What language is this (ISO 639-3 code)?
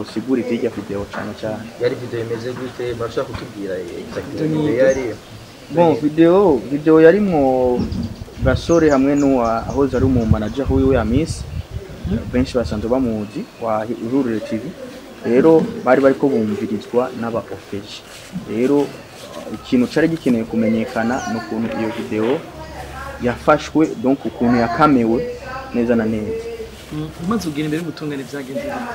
run